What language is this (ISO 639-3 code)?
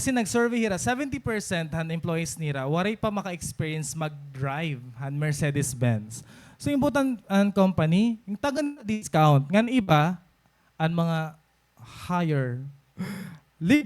war